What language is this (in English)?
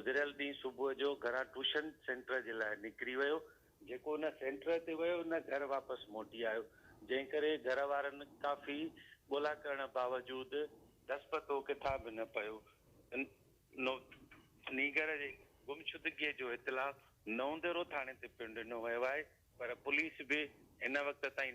Sindhi